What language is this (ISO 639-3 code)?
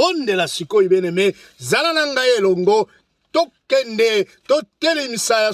lin